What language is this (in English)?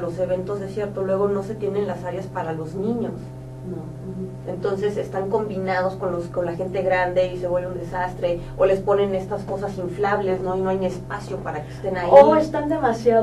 Spanish